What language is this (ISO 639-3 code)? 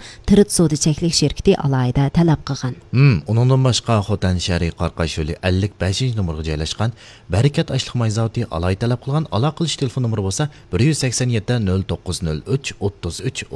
uig